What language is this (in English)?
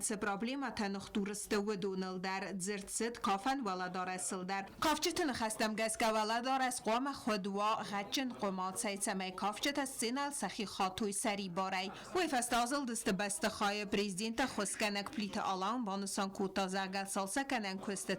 Ossetic